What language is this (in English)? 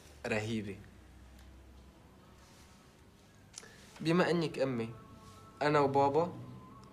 North Levantine Arabic